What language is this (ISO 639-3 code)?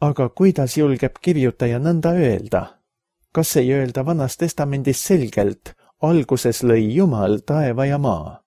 est